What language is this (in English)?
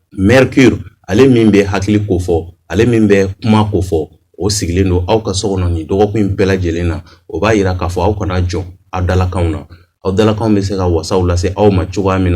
Bambara